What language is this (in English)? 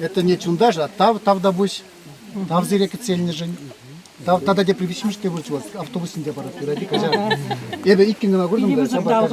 Chuvash